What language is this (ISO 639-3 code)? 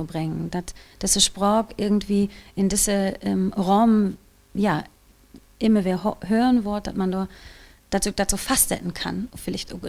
nds